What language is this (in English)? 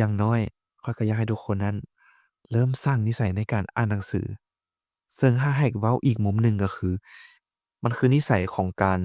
Lao